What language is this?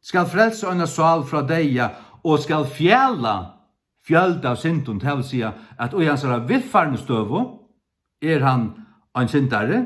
Faroese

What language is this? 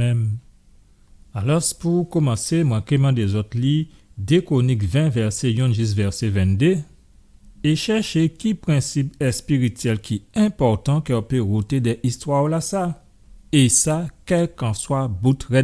Guadeloupean Creole French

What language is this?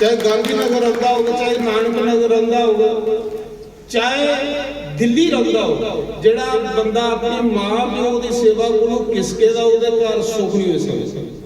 Dogri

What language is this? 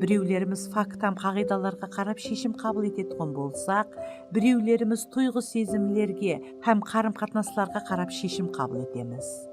Kara-Kalpak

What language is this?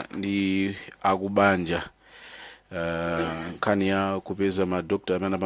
Nyanja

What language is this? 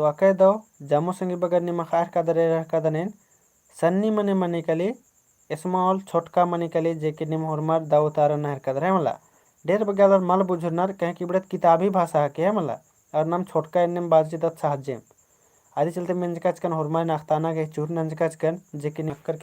Kurukh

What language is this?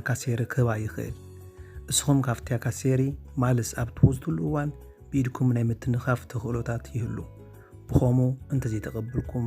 Tigrinya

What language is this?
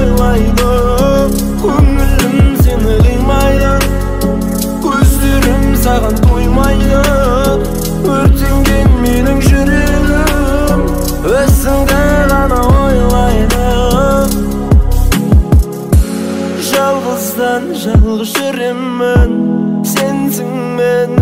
Kazakh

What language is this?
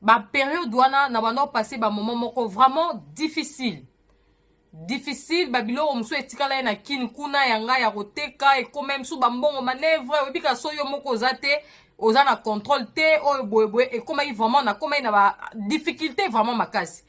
Lingala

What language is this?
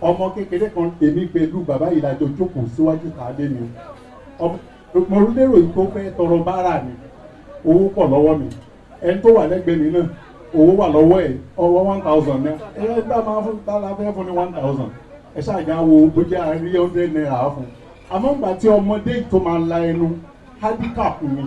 Yoruba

